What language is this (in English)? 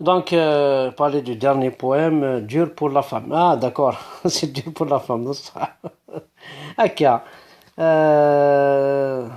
Kabyle